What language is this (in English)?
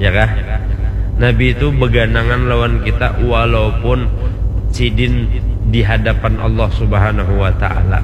Banjar